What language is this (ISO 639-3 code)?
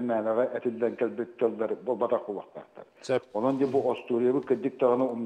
sah